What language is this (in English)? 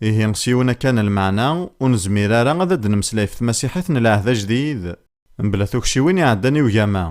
Kabyle